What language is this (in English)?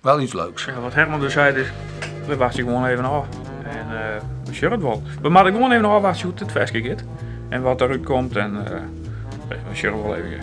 Western Frisian